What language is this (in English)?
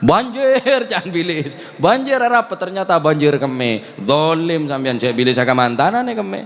Madurese